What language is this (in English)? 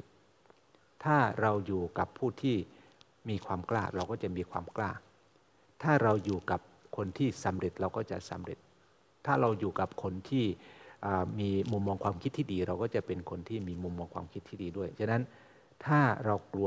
Thai